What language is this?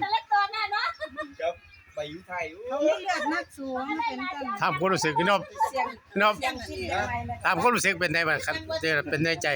Northeastern Thai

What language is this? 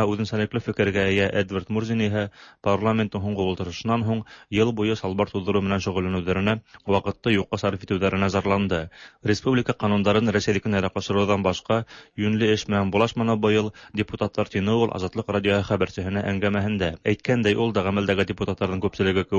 Tatar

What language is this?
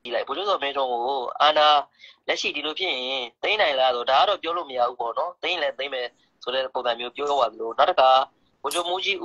Burmese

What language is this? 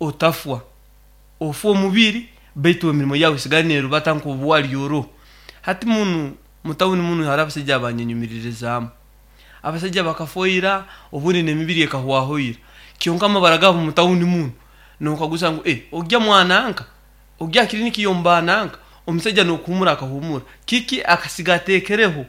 Nyankole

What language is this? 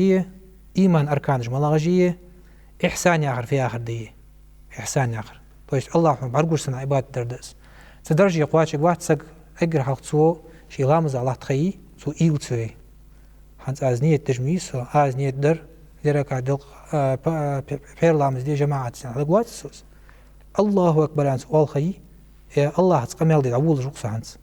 Ingush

